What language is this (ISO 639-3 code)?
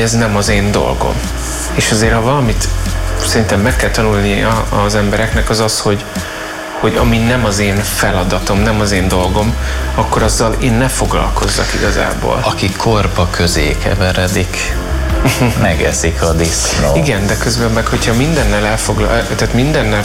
hun